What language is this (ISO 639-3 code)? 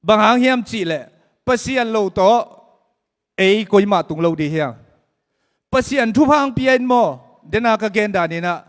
ctd